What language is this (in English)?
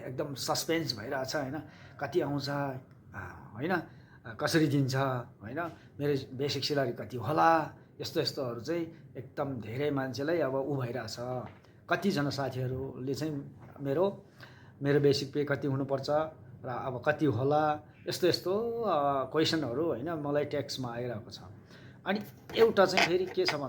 Nepali